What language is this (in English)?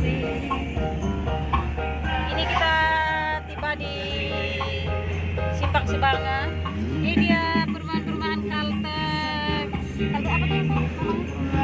Indonesian